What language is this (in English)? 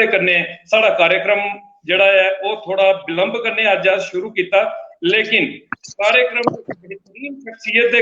Dogri